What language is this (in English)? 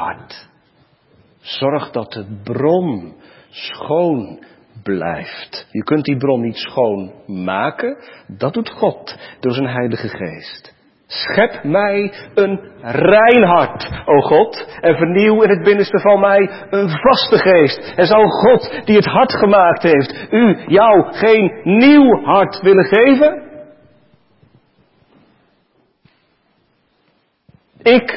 Dutch